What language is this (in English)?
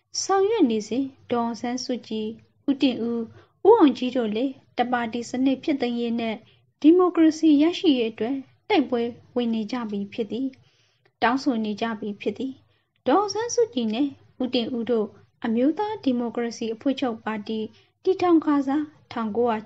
Burmese